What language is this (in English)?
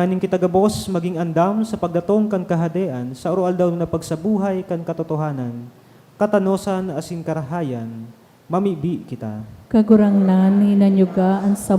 Bikol